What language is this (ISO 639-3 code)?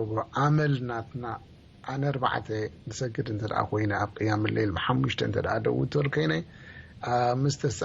tir